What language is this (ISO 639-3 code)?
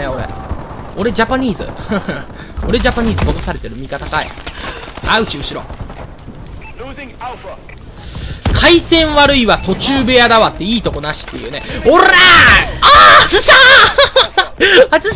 jpn